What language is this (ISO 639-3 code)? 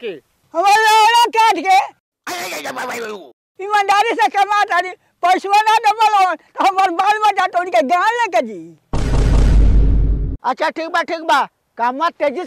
bho